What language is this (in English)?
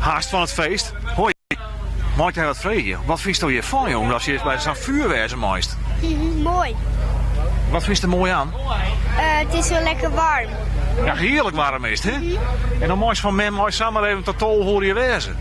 Western Frisian